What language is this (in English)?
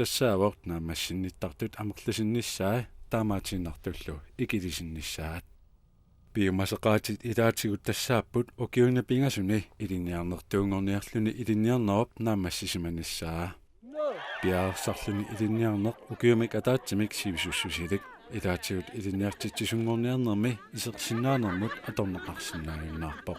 Kalaallisut